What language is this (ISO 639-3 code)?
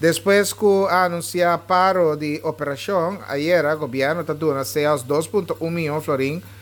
pap